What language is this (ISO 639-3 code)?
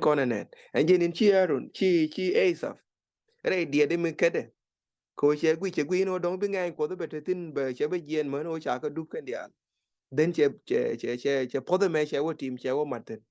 nus